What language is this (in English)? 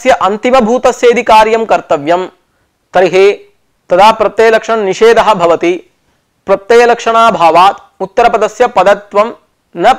Sanskrit